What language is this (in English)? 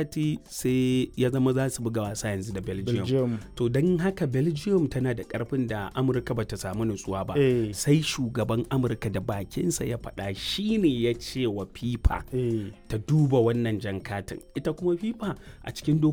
Hausa